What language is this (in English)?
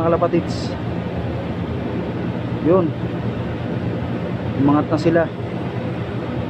Filipino